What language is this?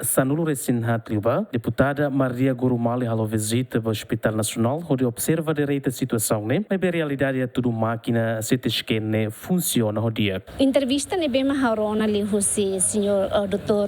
Tetum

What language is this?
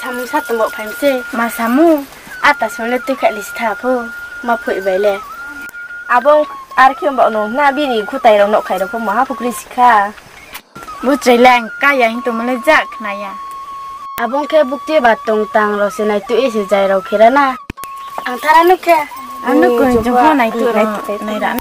Riang (India)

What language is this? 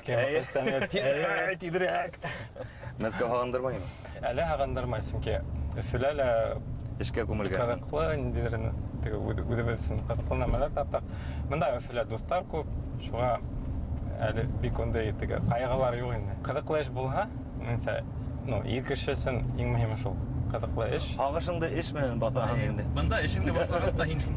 Bashkir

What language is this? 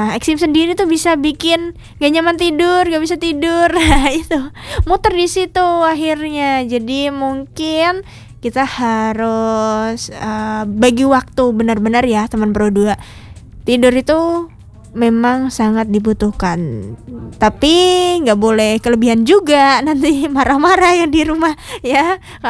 Indonesian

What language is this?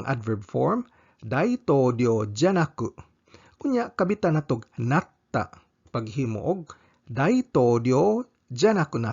Cebuano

